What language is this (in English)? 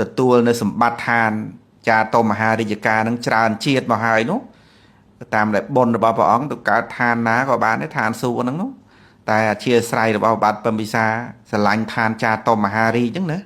Khmer